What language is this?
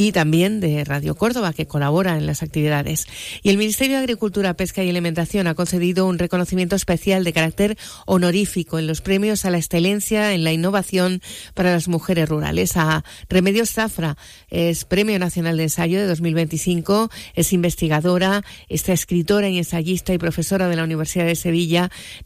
Spanish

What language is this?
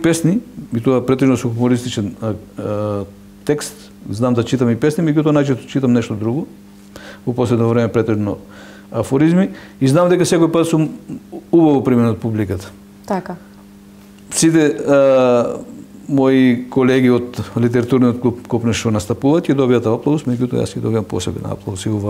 Macedonian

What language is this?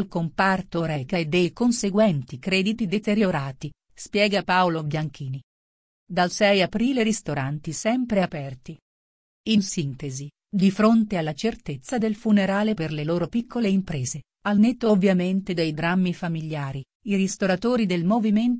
Italian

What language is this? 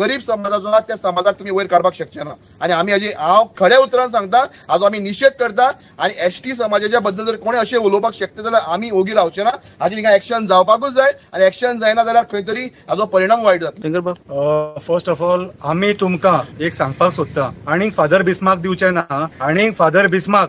Konkani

